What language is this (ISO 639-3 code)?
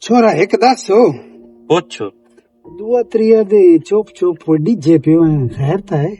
lah